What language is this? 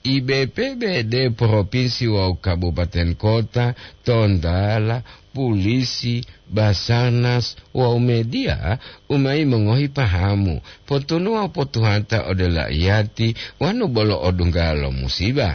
Gorontalo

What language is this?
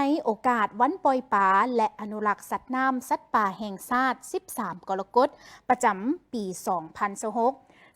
Lao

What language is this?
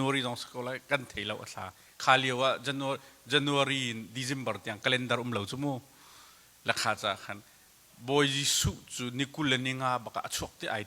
Hakha Chin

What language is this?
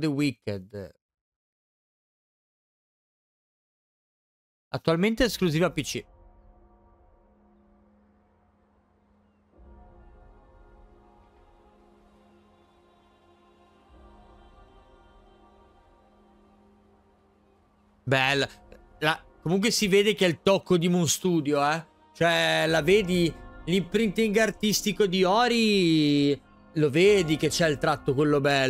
Italian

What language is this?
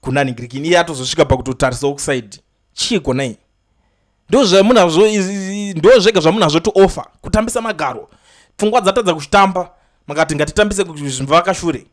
Shona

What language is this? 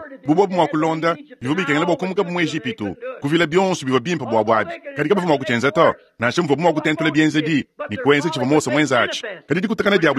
Luba-Lulua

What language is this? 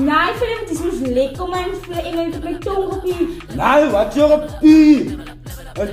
Afrikaans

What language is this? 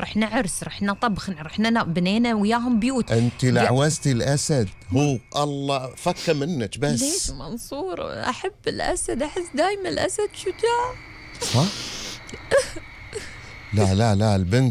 Gulf Arabic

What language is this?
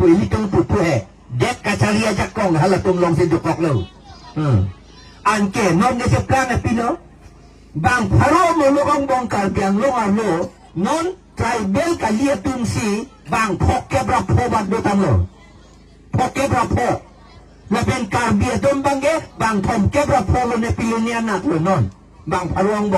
Karbi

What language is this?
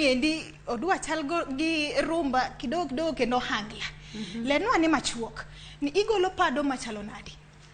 Luo (Kenya and Tanzania)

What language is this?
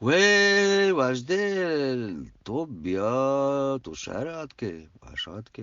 Eastern Balochi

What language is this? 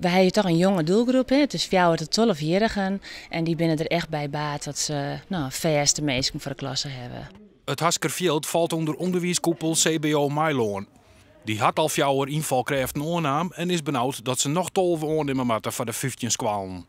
Western Frisian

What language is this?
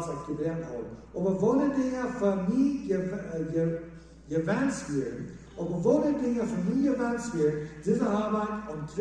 Plautdietsch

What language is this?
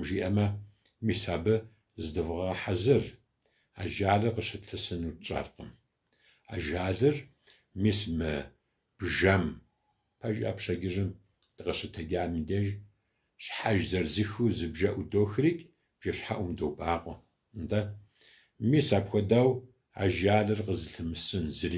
Kabardian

